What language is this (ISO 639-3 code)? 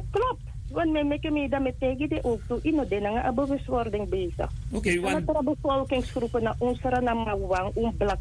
srn